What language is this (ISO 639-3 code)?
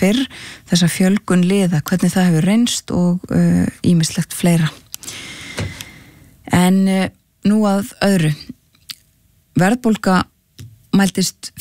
isl